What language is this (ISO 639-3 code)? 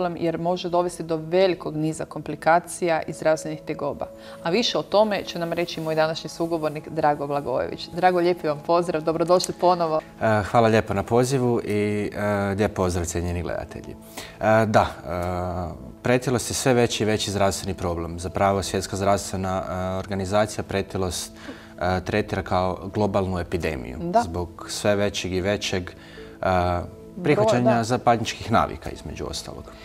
hrv